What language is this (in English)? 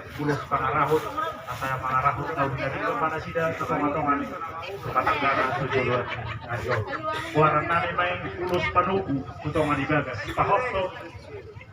Batak Toba